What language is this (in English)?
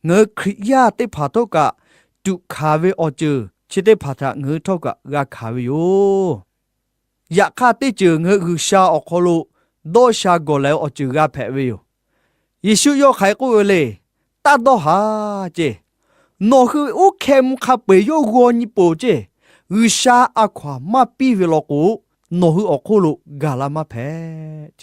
Lahu